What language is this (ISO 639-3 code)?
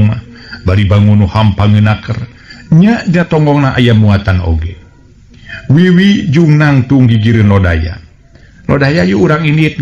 sun